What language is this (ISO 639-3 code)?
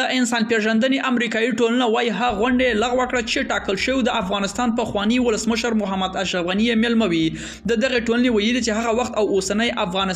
pus